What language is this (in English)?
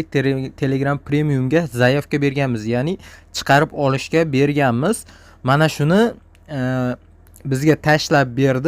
Uzbek